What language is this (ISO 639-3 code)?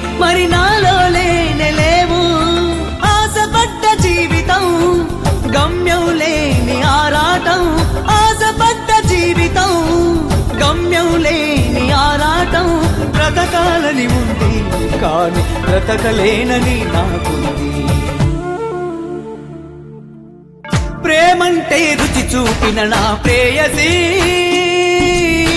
tel